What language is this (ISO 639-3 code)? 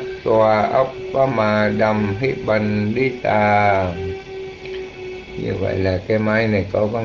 vie